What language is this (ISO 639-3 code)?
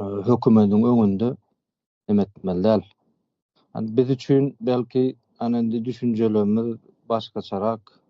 tuk